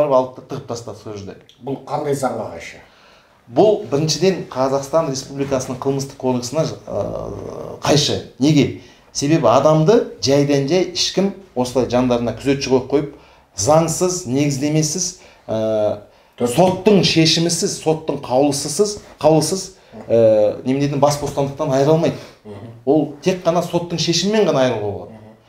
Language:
Kazakh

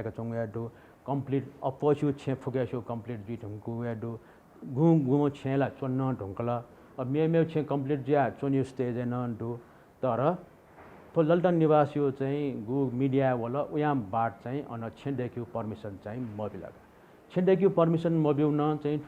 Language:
Newari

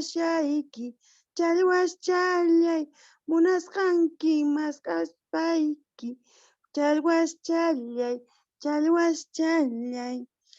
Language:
Quechua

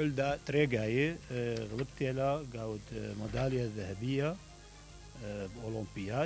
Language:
Mesopotamian Arabic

